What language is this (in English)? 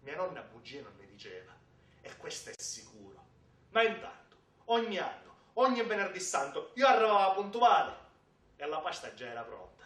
Sicilian